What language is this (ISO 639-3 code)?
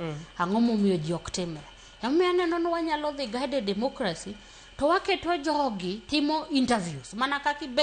luo